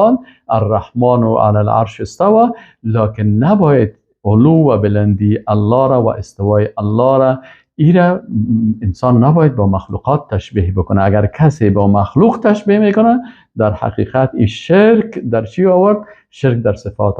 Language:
Persian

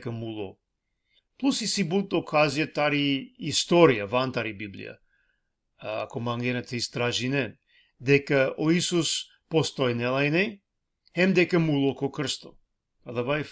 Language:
Balkan Romani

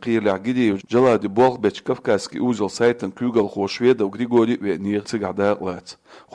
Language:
Chechen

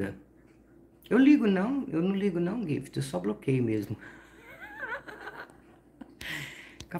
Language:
Portuguese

